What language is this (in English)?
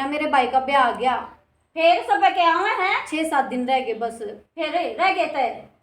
Haryanvi